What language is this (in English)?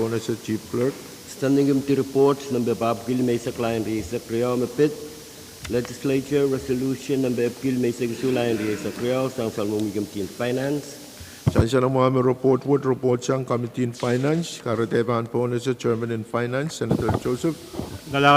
Pohnpeian